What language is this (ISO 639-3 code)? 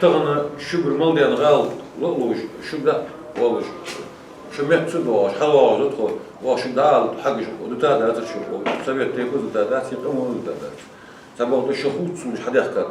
inh